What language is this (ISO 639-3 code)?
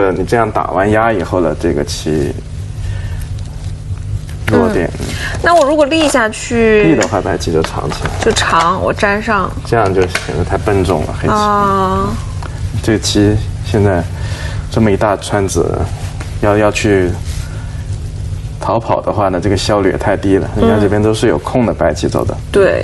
zho